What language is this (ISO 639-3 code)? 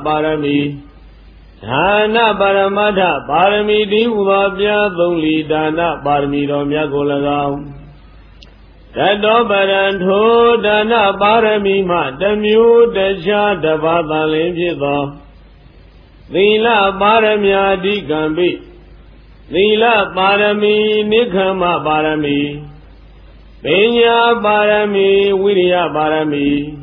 mya